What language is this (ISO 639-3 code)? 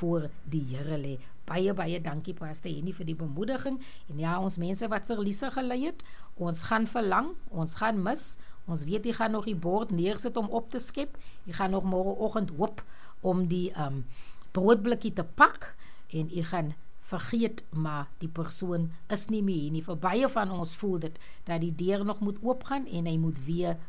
afr